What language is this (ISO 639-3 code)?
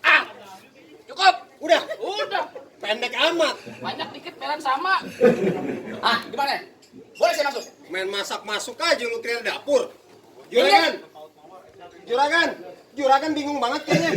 bew